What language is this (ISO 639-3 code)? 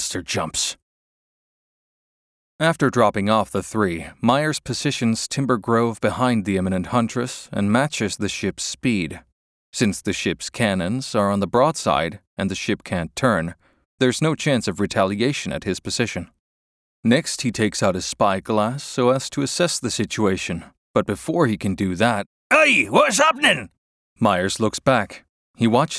eng